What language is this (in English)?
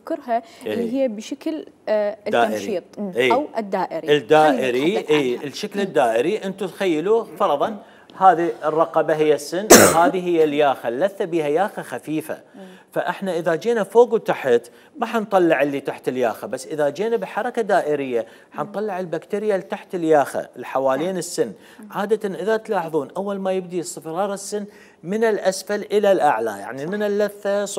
Mesopotamian Arabic